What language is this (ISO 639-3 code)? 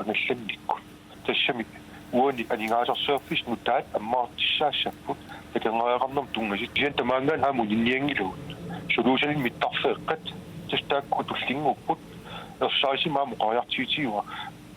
kal